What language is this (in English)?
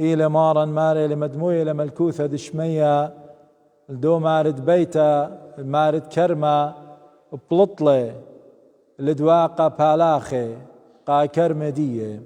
Assyrian Neo-Aramaic